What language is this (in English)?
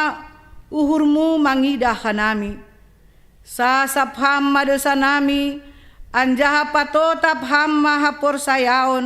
Batak Simalungun